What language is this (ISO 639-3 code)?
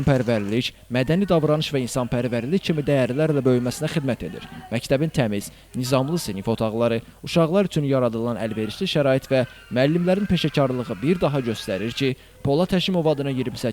aze